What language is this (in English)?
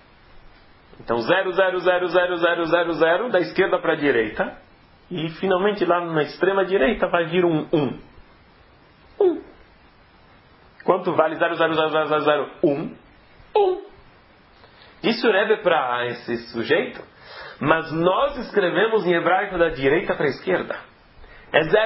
Portuguese